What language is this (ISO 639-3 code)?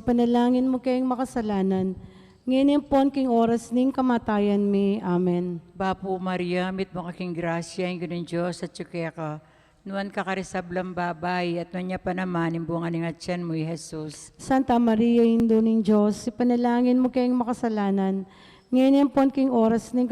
pam